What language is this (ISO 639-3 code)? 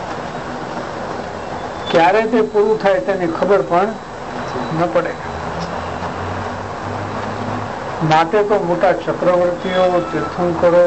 guj